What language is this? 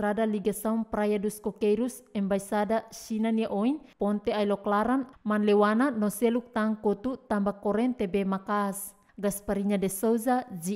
Tetum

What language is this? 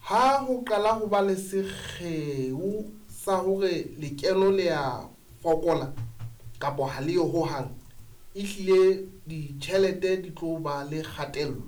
Southern Sotho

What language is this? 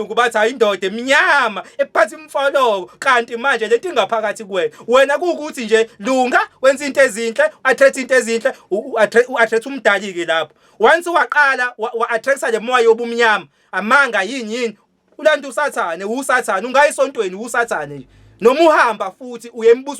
Zulu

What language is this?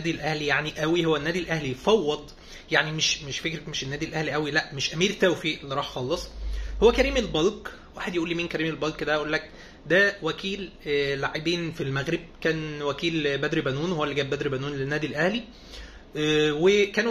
Egyptian Arabic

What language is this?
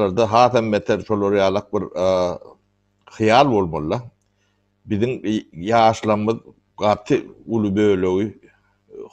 Turkmen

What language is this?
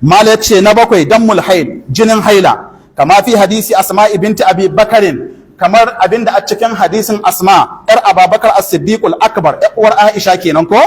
Hausa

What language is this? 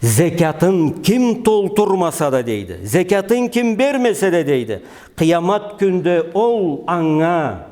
Karachay-Balkar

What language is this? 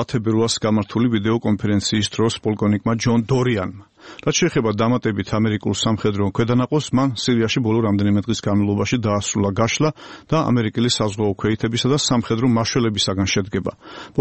Georgian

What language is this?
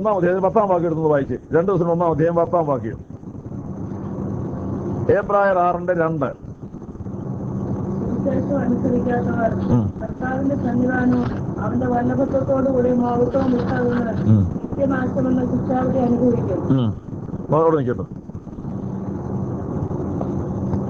Malayalam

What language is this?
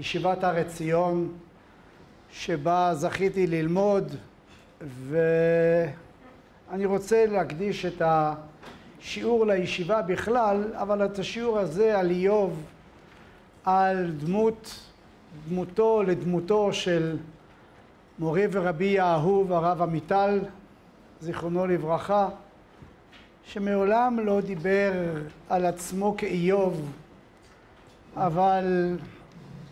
Hebrew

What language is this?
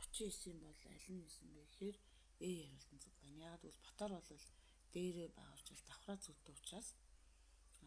Mongolian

